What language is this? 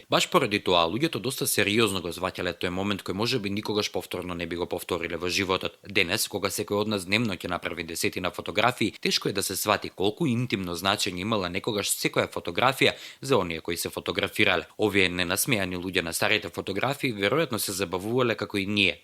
Macedonian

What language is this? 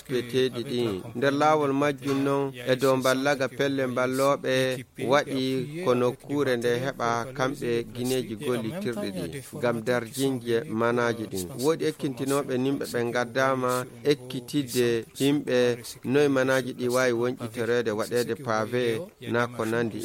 Nigerian Fulfulde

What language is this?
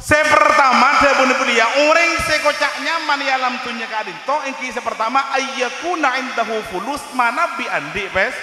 Madurese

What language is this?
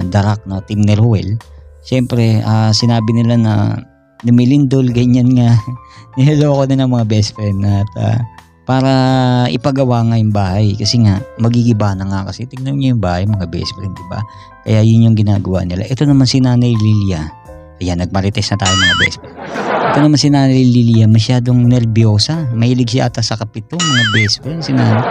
Filipino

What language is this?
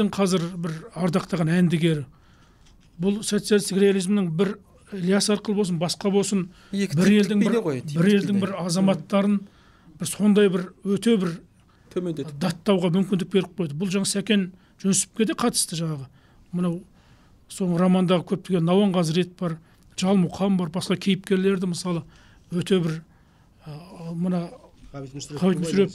Kazakh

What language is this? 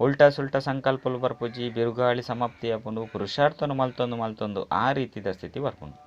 Tulu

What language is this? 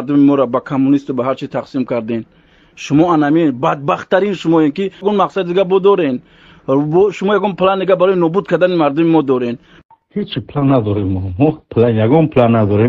Tajik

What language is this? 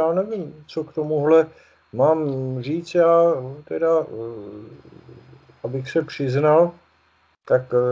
Czech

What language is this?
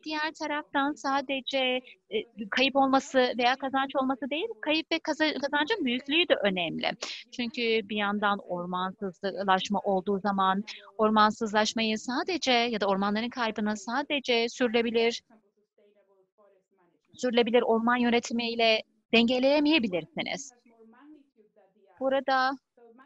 Turkish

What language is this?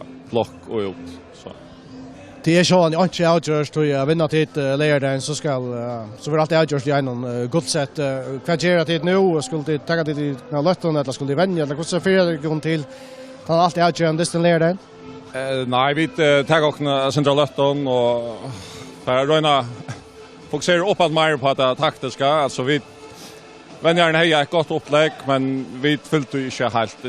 Faroese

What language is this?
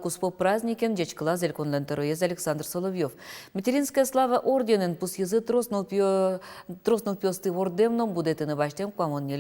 Udmurt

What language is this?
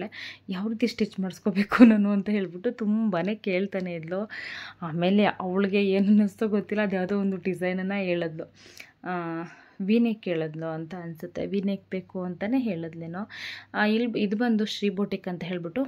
Kannada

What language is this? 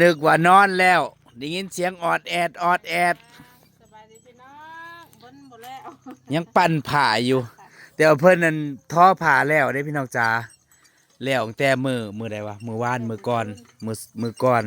Northeastern Thai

